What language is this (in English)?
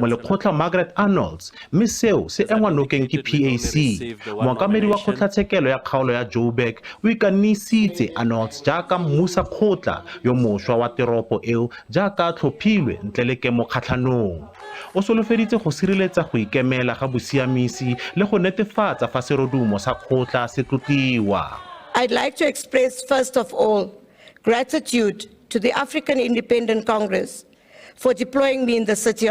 Tswana